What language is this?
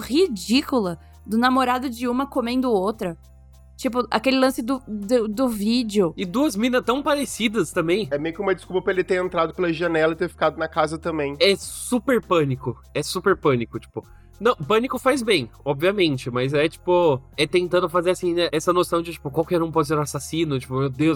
Portuguese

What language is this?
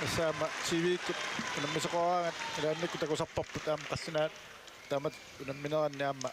Kalaallisut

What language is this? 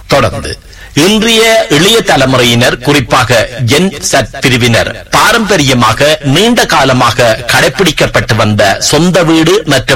Tamil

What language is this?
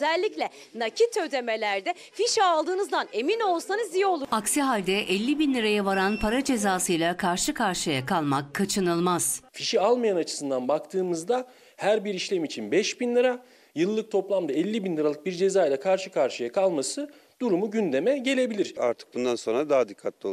Turkish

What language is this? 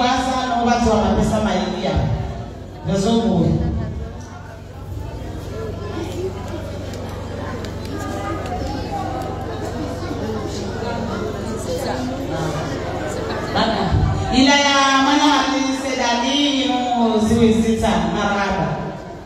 Swahili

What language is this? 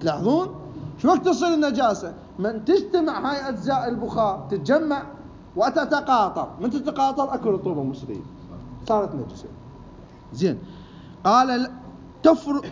Mesopotamian Arabic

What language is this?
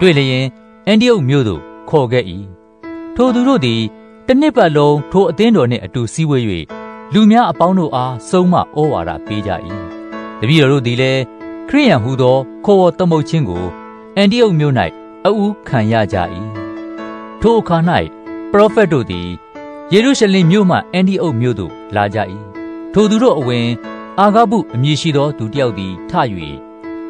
Burmese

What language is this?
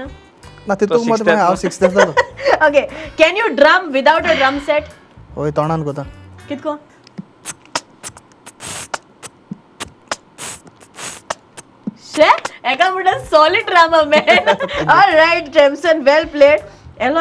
Konkani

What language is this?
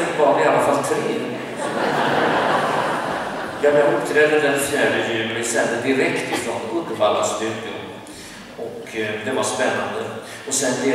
Swedish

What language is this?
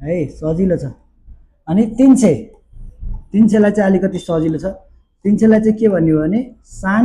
Nepali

